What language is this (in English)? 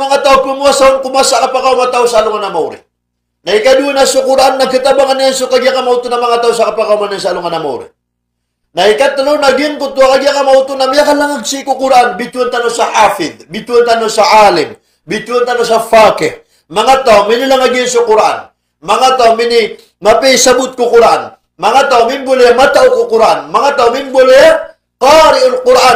Maranao